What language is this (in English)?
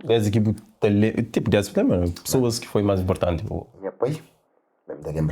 Kabuverdianu